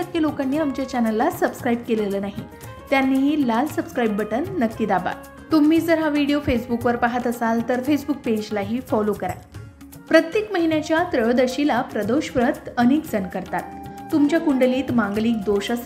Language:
Marathi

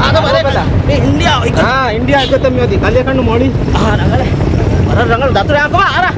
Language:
Divehi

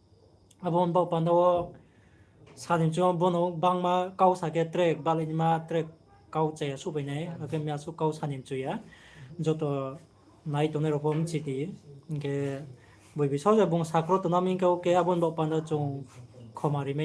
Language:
Riang (India)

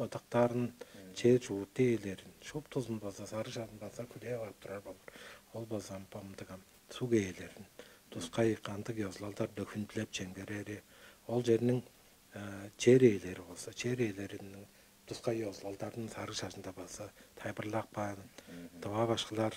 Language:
Tuvinian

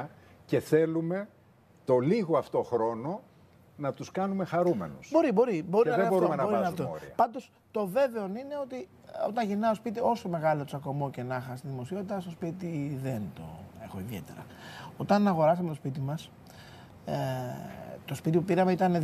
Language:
Greek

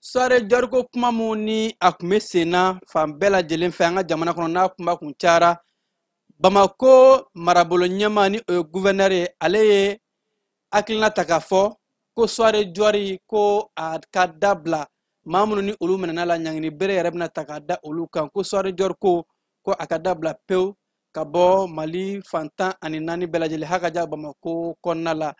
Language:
Bambara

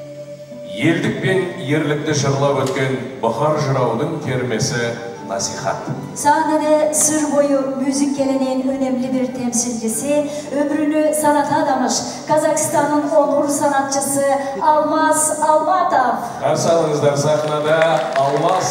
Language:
Kazakh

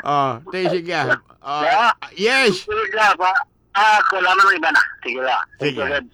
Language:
Hiligaynon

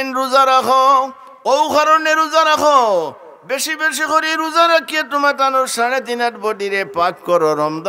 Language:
Sylheti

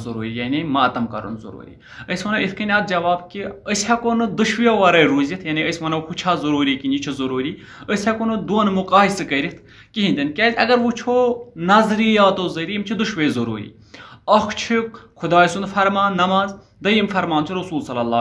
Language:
Kashmiri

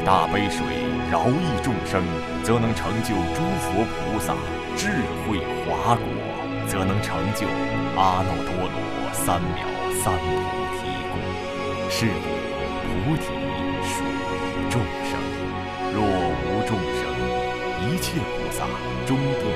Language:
Chinese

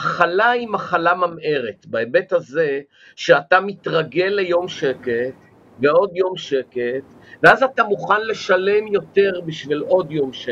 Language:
Hebrew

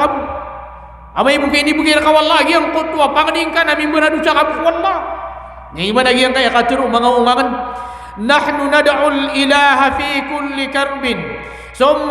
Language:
Maranao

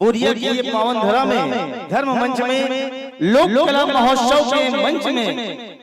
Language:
Chhattisgarhi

